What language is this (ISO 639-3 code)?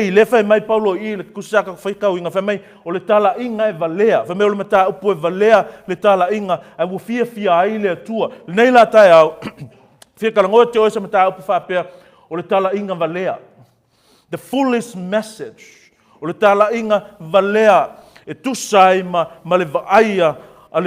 smo